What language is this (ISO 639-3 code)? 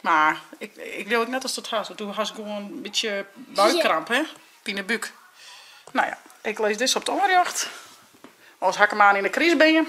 fry